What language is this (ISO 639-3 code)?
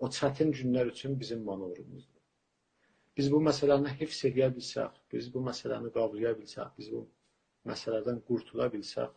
azb